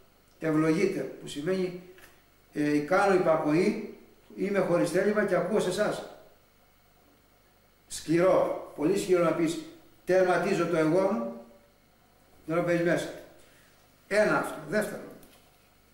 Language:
Greek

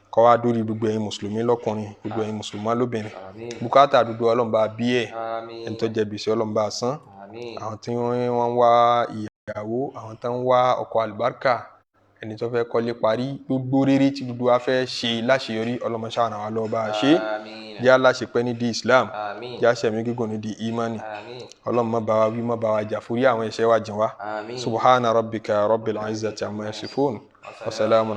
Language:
Yoruba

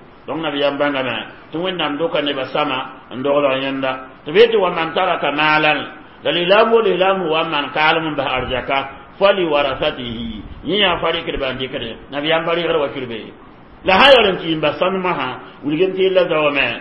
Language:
Mossi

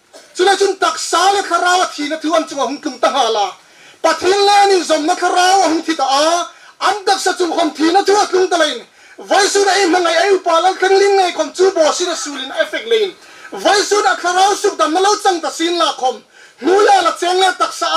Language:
Hmar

